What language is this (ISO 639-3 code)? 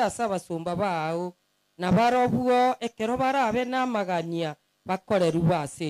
guz